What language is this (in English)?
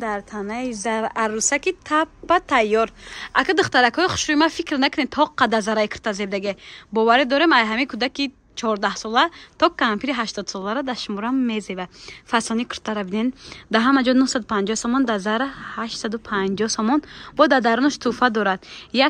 Tajik